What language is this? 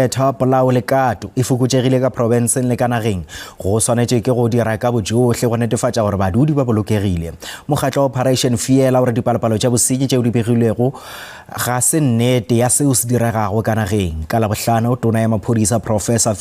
Northern Sotho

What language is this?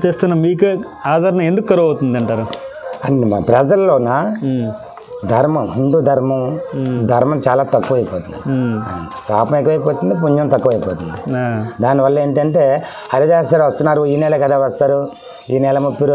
Telugu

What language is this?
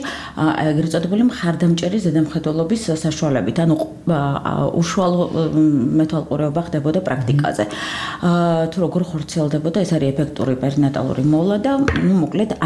Georgian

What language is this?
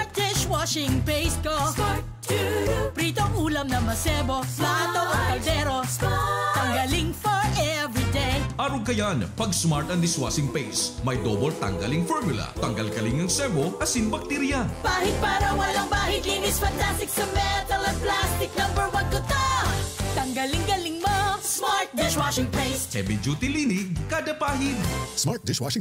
Bikol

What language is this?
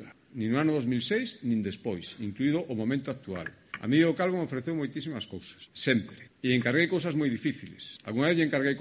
Galician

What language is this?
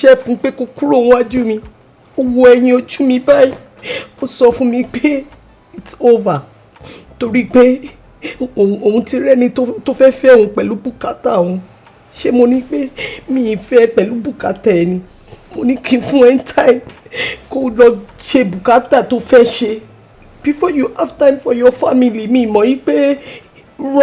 Yoruba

